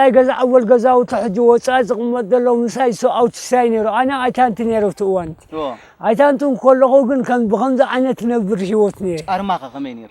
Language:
Tigrinya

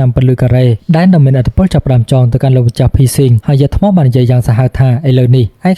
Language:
Khmer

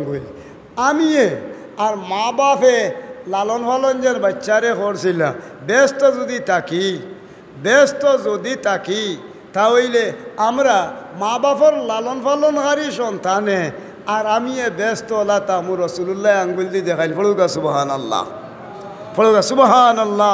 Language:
Sylheti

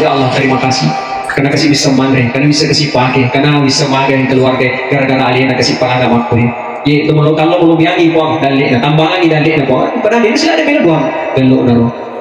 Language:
Buginese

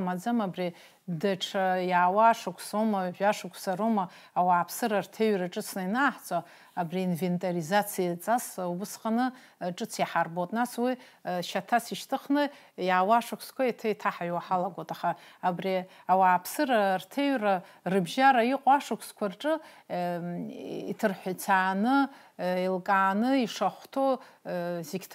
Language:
Abkhazian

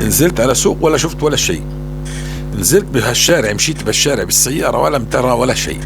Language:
North Levantine Arabic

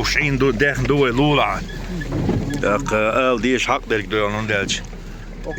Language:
Chechen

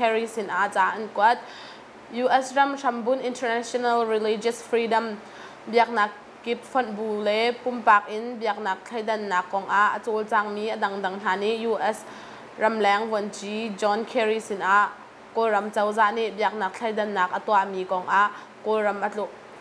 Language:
Hakha Chin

